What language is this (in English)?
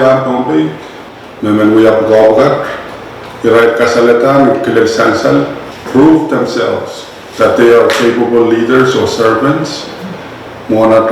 Pohnpeian